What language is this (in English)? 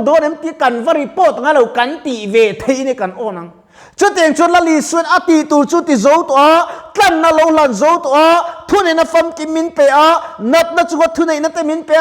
Mizo